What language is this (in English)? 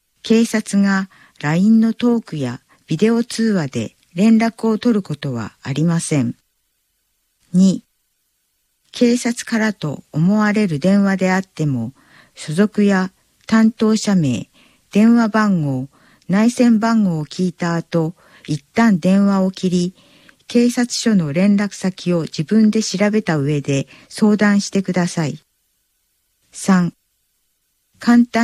Japanese